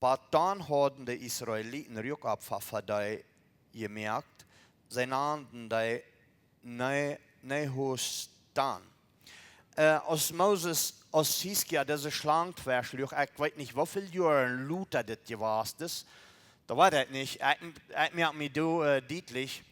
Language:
Plautdietsch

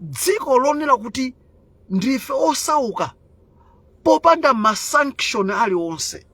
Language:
Nyanja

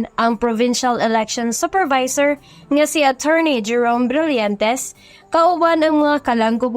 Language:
Cebuano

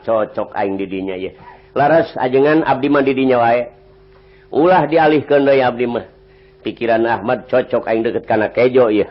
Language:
Sundanese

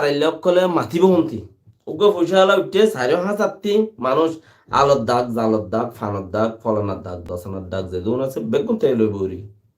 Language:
Rohingya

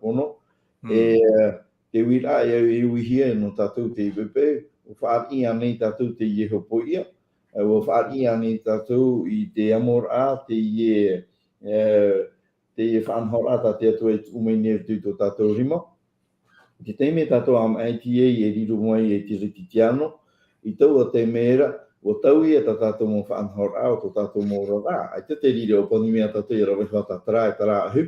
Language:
Tahitian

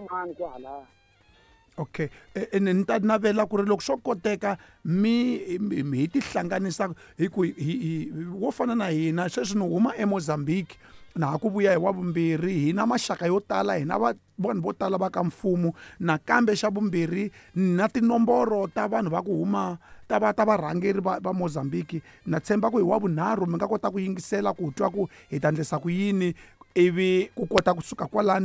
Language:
Tsonga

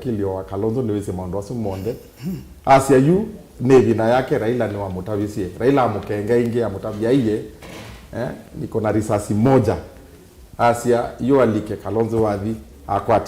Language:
Kamba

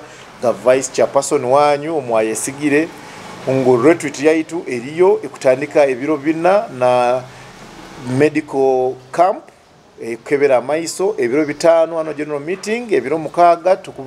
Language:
Nyoro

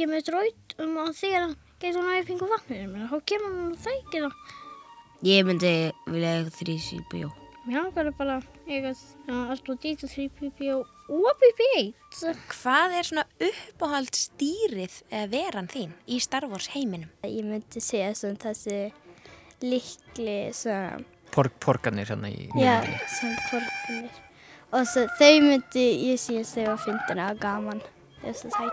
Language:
Icelandic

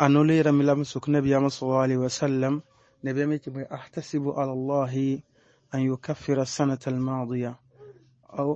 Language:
Mossi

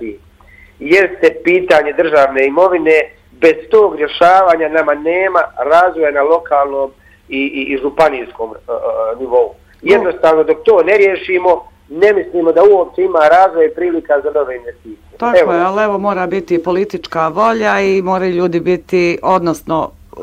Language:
Bosnian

